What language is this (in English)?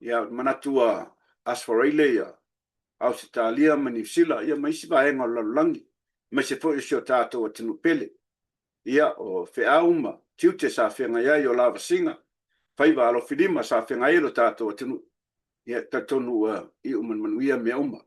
Samoan